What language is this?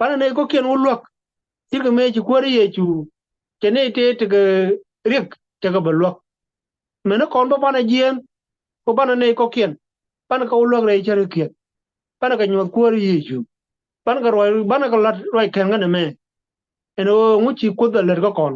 Nuer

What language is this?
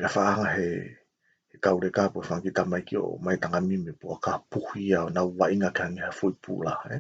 Tongan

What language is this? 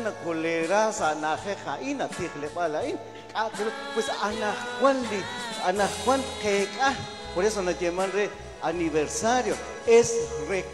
Kekchí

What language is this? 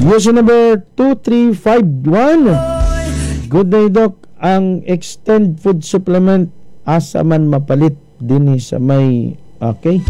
Cebuano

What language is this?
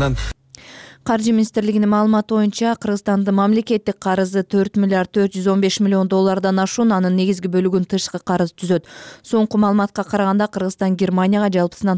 Kyrgyz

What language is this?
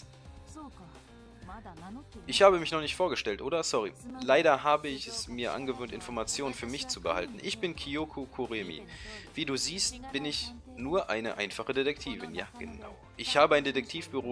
German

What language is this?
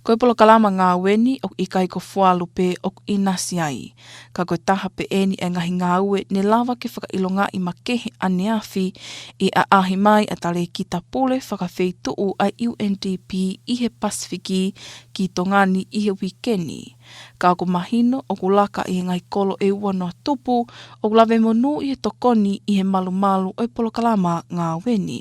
Tongan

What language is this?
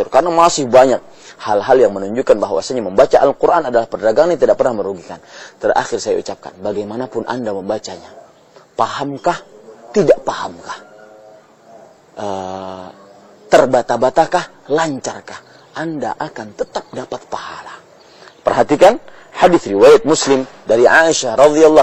Indonesian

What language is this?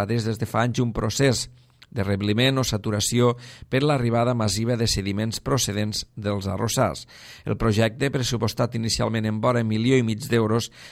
Catalan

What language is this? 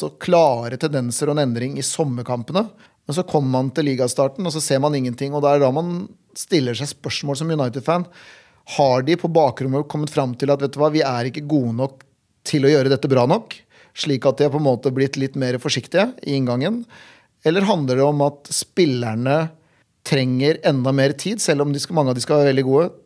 Norwegian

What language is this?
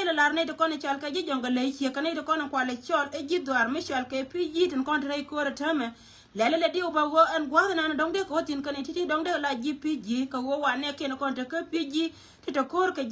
Nuer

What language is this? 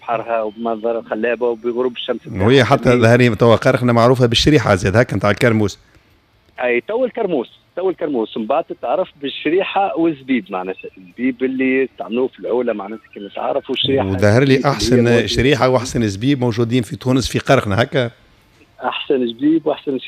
Tunisian Arabic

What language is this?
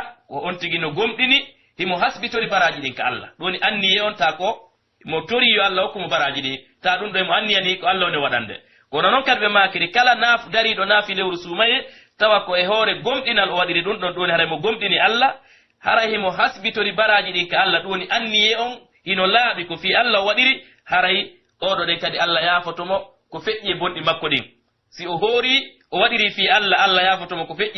Pular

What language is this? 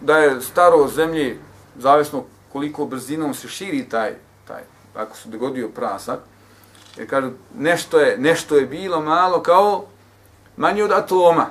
Bosnian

